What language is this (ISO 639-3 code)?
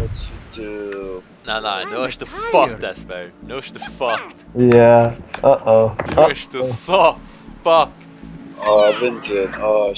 fao